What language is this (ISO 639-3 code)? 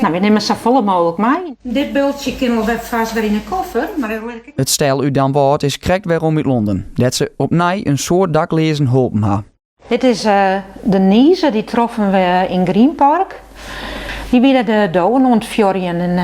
fry